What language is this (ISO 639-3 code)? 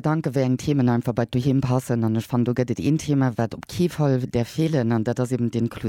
ltz